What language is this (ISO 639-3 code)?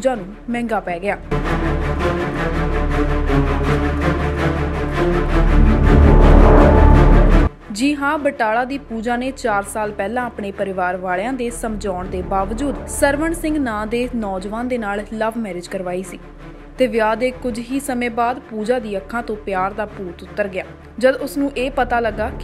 pan